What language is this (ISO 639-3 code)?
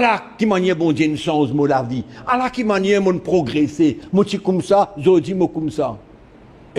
mfe